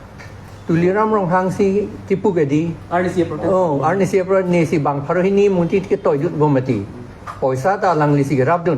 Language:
Karbi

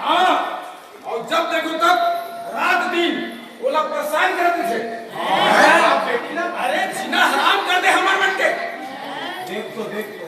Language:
Chhattisgarhi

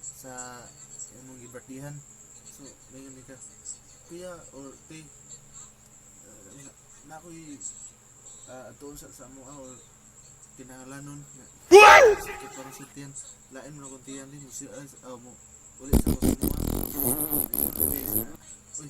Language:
Cebuano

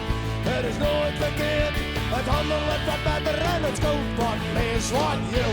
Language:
Western Frisian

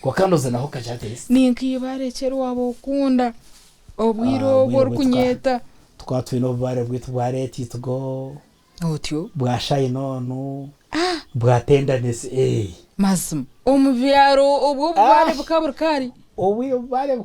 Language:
Nyankole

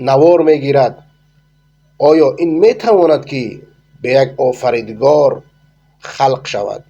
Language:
Persian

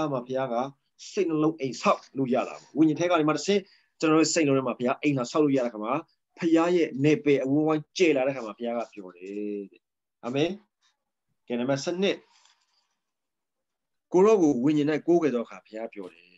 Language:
Burmese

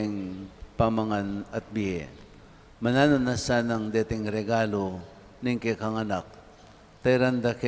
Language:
Pampanga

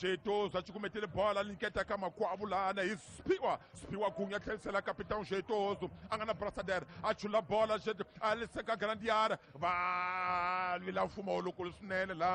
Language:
Tsonga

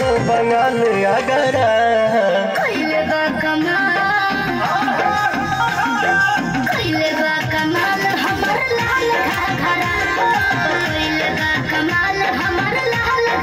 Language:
Bhojpuri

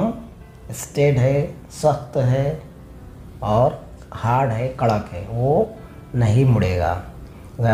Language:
Hindi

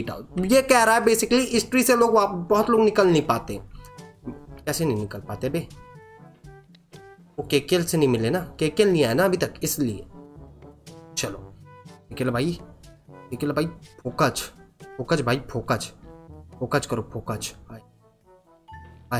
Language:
Hindi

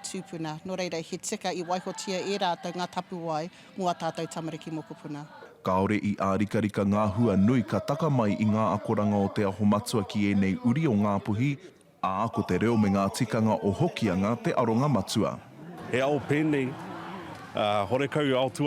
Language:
Māori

